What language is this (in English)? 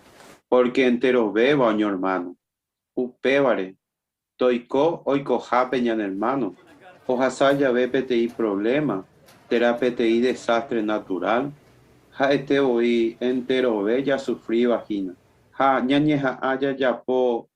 Guarani